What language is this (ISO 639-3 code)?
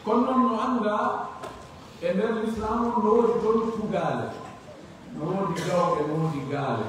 fuf